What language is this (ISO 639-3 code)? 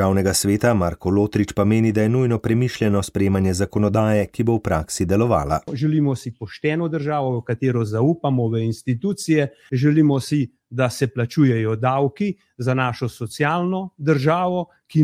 slv